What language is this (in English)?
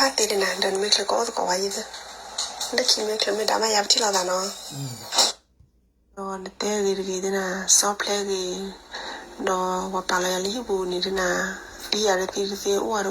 S'gaw Karen